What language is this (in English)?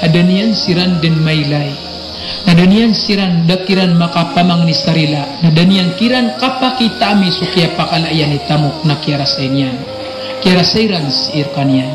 Maranao